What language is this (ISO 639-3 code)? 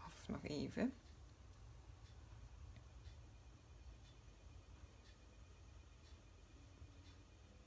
nld